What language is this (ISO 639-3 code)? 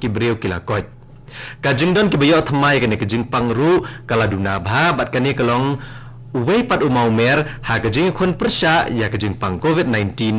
kha